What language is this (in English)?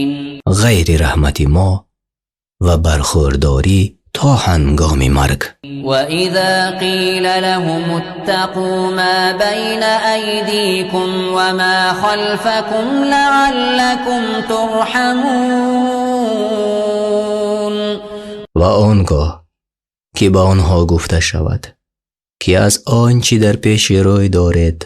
Tajik